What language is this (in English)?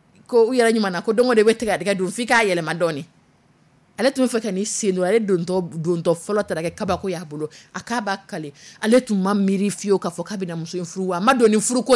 Dyula